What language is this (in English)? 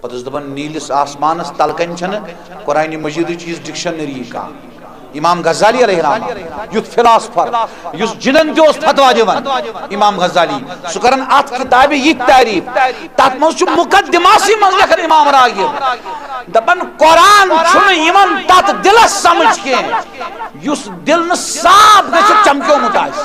Kashmiri